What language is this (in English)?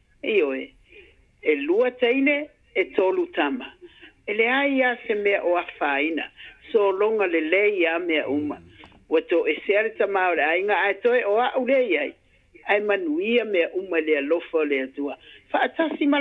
Samoan